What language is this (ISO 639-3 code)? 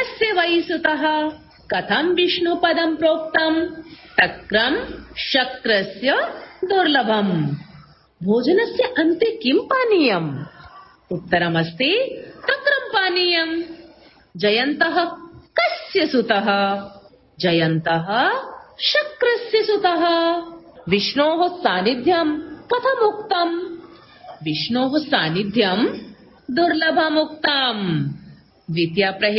san